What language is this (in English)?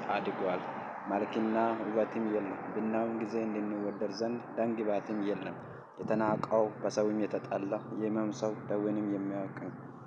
Amharic